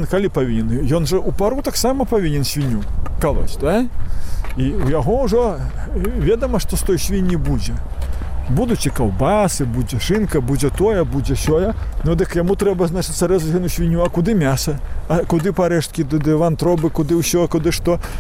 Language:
Belarusian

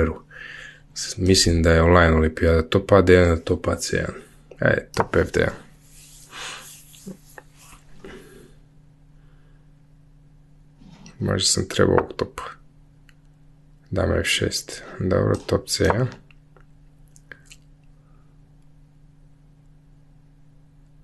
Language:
Croatian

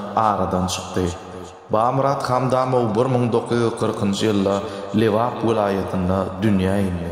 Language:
Turkmen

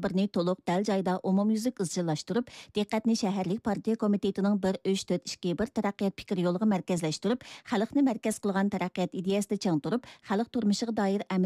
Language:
Uyghur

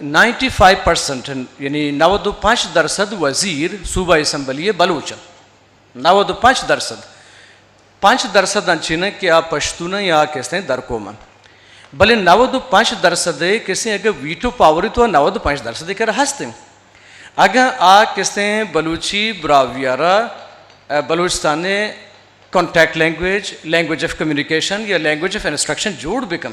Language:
Eastern Balochi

